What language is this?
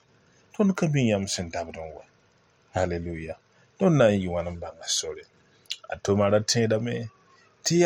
Mossi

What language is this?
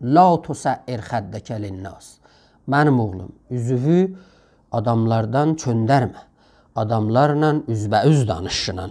South Azerbaijani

